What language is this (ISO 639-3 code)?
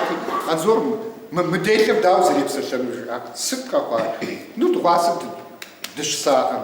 kbd